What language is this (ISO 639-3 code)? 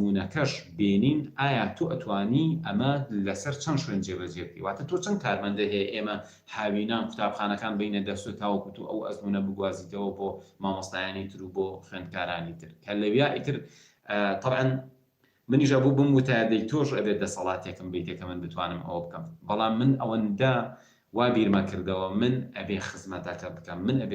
ckb